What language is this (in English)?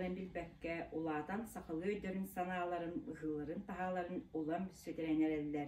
Yakut